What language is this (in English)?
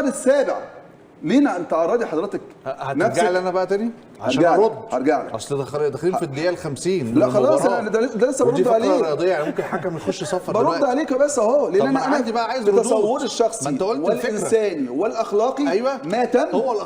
Egyptian Arabic